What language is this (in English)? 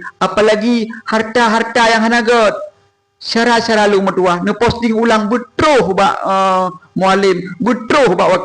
Achinese